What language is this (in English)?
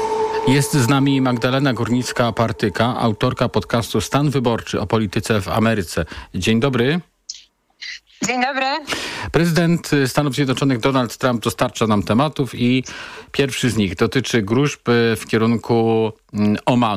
Polish